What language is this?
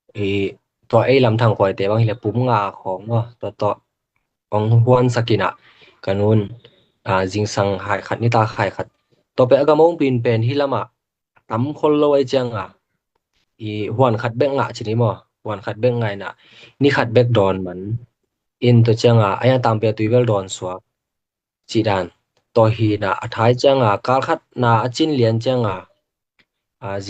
Tedim Chin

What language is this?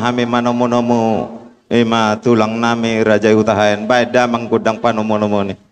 Batak Toba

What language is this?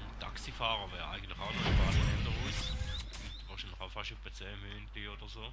Swiss German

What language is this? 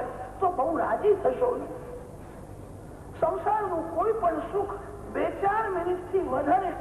Gujarati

